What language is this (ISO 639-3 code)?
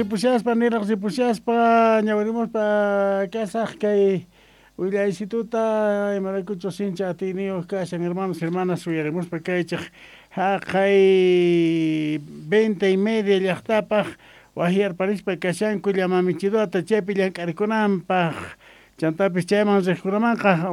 que